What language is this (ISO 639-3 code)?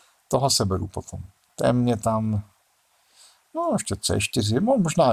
ces